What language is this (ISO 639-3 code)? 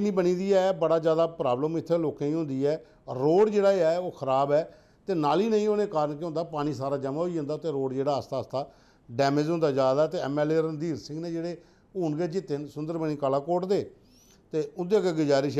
doi